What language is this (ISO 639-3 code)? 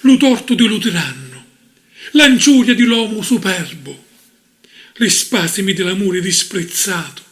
scn